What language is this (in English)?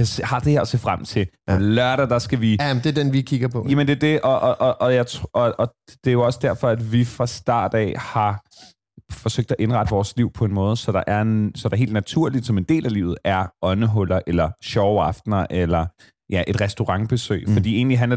Danish